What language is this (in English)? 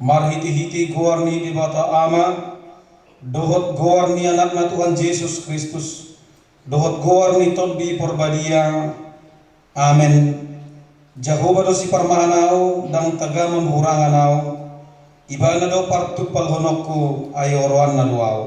Batak Toba